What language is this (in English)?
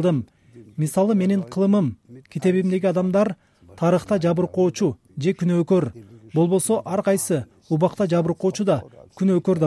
Kyrgyz